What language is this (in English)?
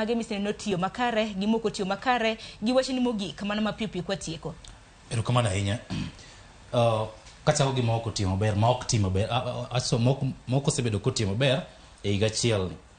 Luo (Kenya and Tanzania)